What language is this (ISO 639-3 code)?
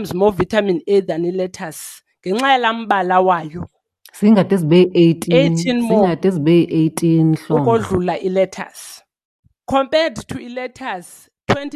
xho